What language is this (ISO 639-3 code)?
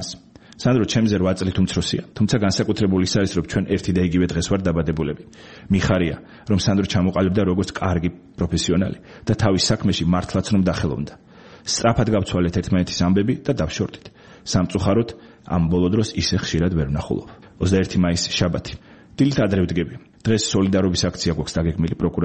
kat